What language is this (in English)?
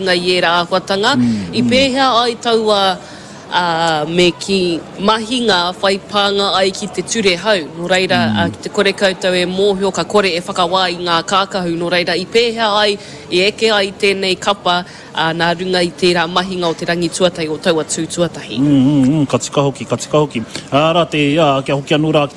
Māori